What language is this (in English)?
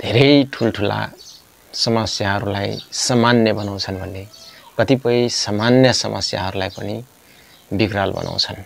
Nepali